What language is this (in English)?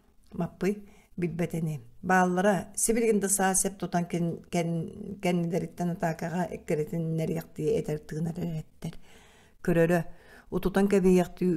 Yakut